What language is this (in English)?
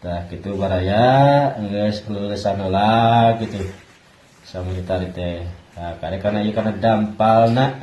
Sundanese